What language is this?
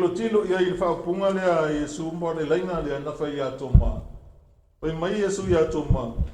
Samoan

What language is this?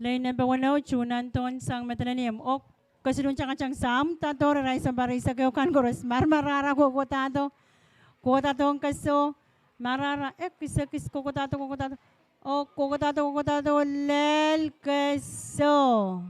Pohnpeian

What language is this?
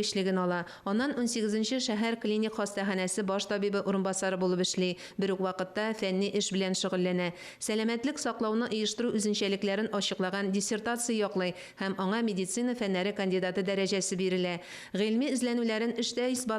Tatar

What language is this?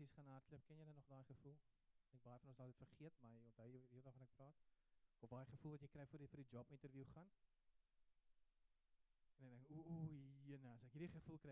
Afrikaans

